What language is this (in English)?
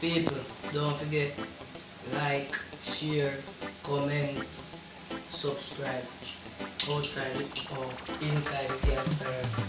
Jamaican Creole English